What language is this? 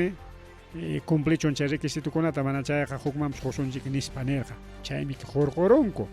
Ayacucho Quechua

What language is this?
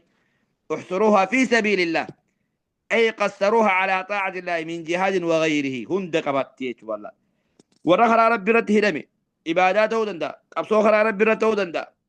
Oromo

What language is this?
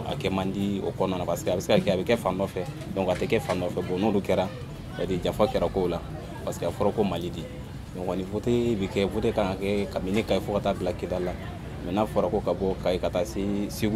Bambara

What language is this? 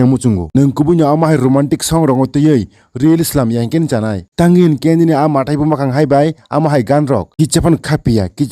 Kok Borok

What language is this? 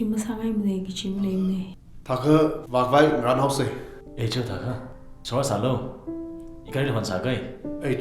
Tangkhul Naga (India)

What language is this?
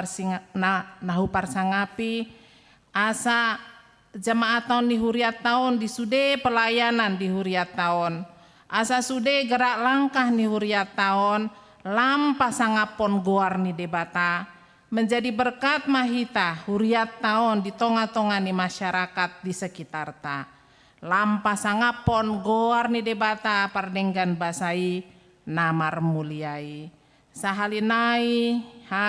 Batak Toba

